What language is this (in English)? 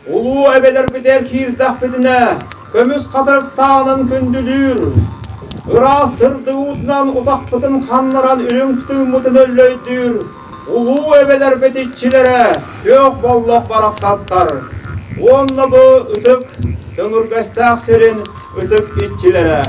Yakut